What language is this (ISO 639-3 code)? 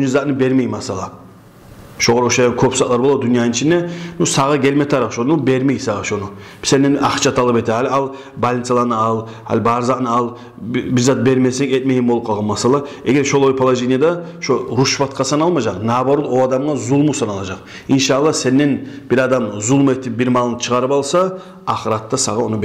kum